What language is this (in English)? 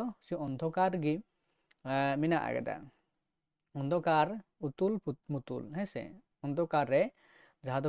Santali